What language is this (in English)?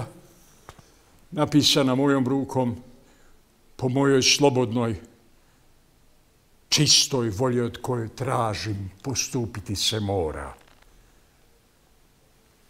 Bosnian